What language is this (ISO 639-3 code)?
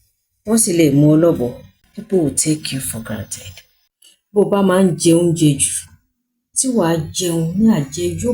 yor